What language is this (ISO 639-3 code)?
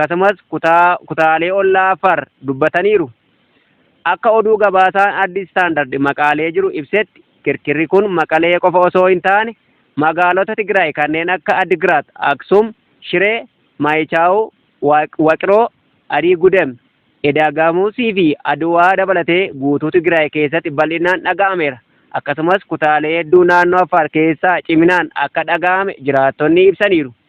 orm